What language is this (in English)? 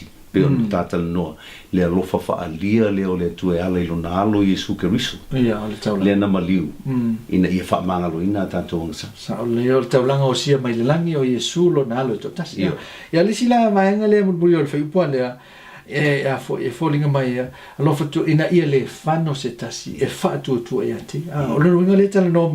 Samoan